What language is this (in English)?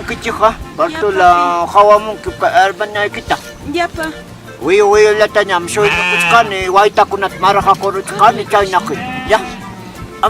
Quechua